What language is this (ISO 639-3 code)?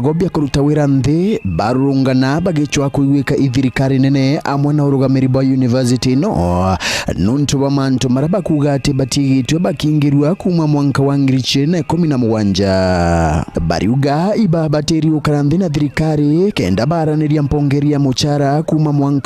mer